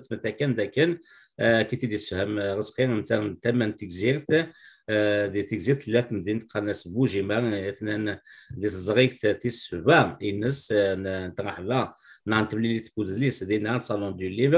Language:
Kabyle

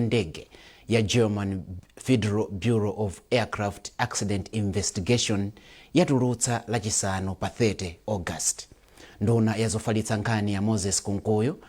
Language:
Nyanja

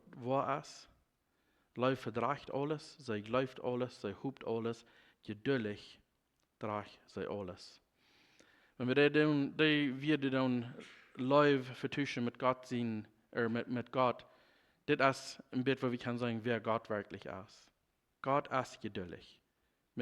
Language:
Plautdietsch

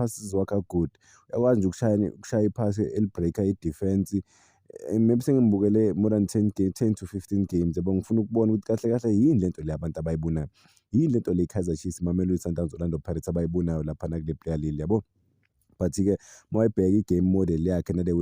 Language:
Zulu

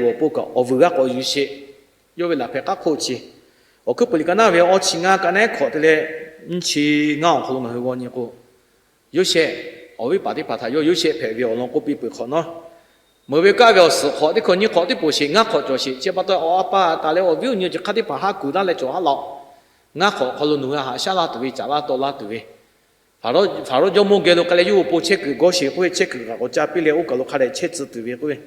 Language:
Lahu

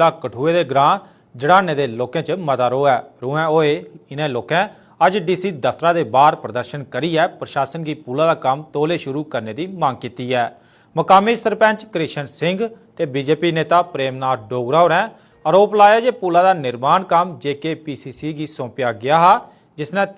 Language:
Dogri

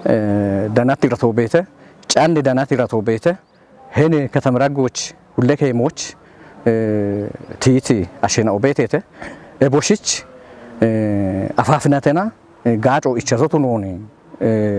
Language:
Kafa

